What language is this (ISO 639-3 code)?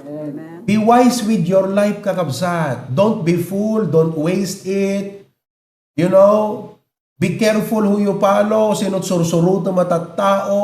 ilo